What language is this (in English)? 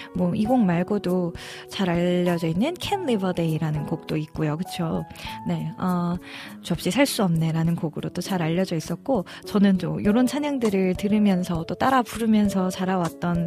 Korean